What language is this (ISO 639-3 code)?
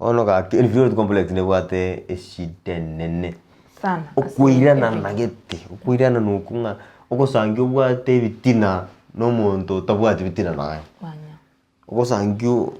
guz